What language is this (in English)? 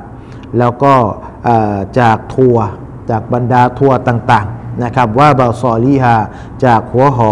Thai